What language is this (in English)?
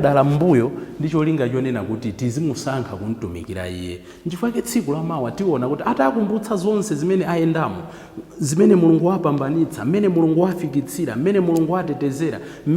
Nyanja